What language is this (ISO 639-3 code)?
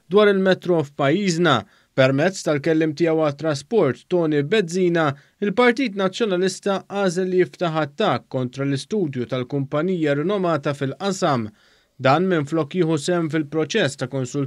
mlt